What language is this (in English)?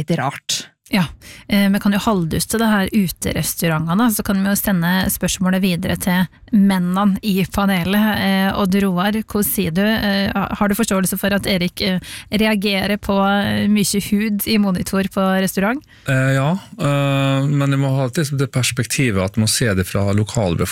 Norwegian